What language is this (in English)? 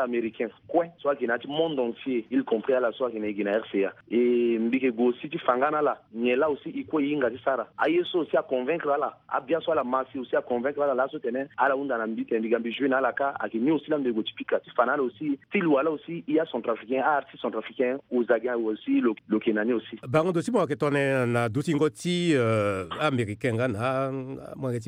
Sango